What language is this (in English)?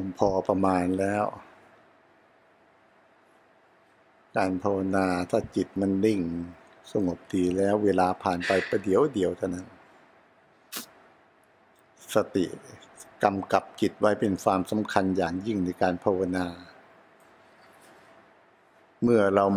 Thai